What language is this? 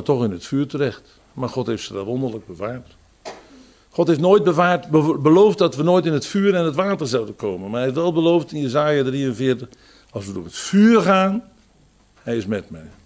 Dutch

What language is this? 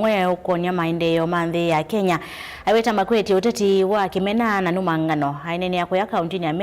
Kamba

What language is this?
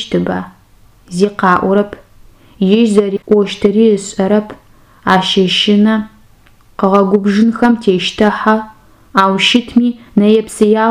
Adyghe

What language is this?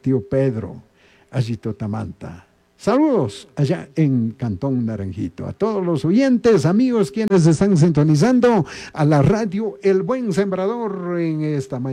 Chimborazo Highland Quichua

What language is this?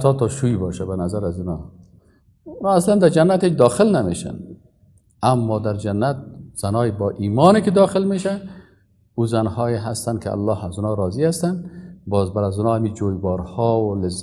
Persian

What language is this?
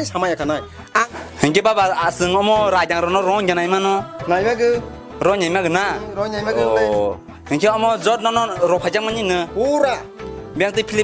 Kok Borok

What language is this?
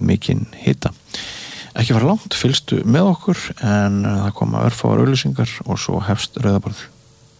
Icelandic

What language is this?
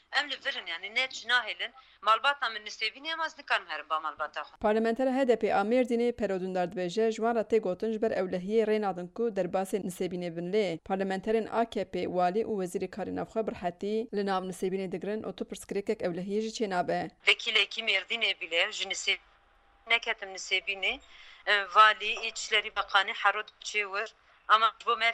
Kurdish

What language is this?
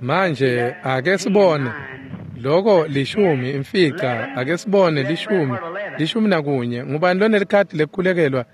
Swati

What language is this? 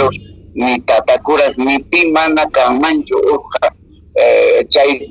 Quechua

